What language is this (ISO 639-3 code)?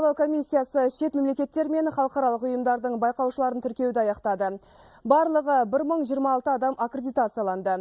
kaz